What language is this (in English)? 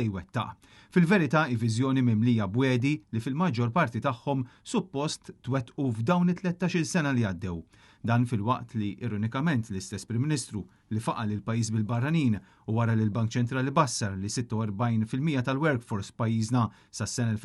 Maltese